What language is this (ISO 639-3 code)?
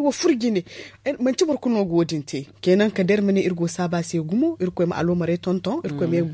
dje